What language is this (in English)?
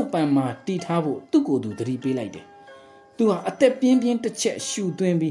Burmese